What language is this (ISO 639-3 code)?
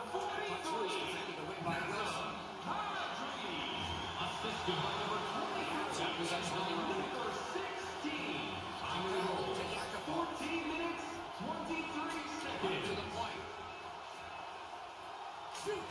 eng